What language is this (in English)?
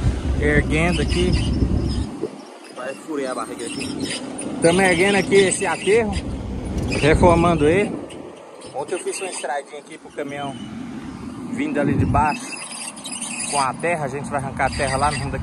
Portuguese